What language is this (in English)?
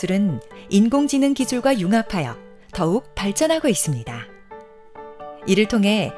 Korean